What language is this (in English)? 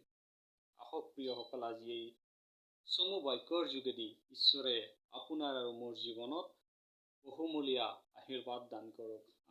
Assamese